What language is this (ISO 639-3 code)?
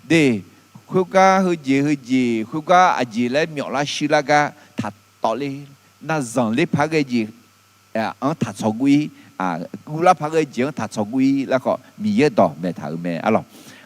ahk